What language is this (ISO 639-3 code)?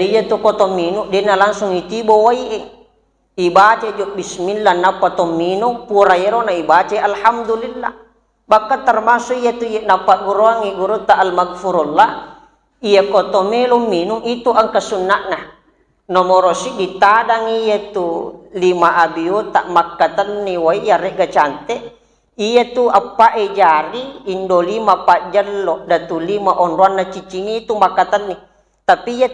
bug